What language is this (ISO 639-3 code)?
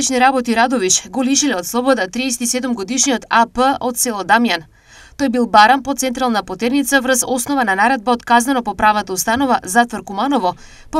mkd